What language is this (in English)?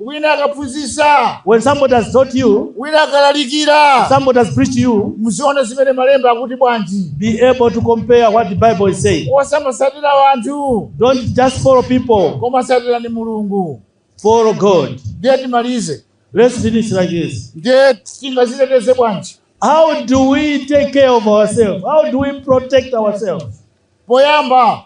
Nyanja